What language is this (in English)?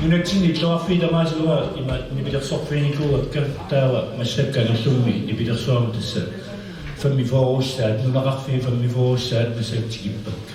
Kalaallisut